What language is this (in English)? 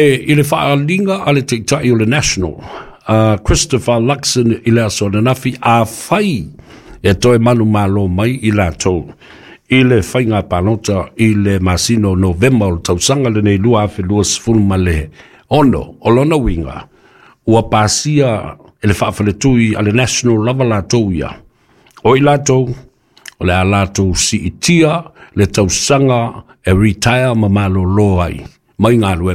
Samoan